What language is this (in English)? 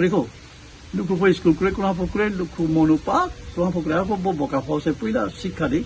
Riang (India)